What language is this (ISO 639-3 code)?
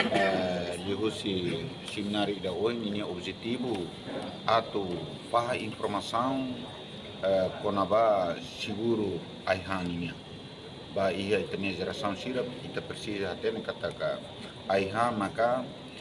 tet